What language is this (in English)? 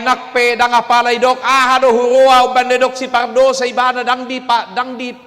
Batak Toba